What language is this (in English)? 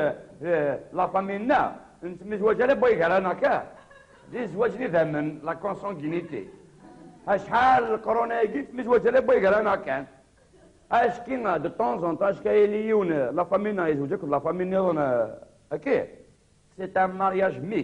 Kabyle